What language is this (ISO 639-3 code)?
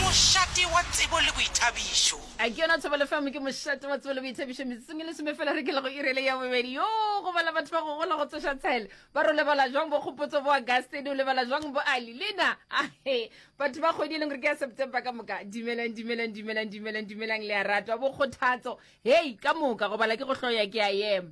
nso